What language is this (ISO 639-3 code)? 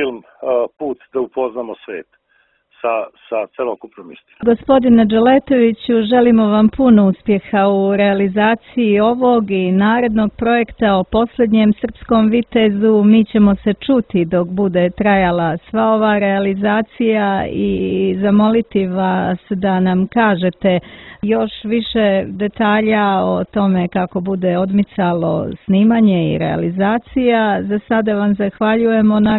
srp